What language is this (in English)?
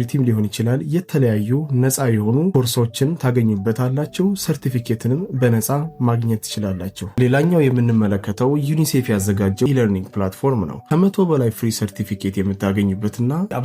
Amharic